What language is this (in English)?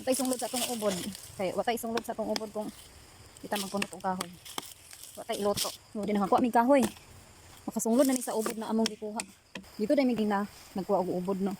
Cebuano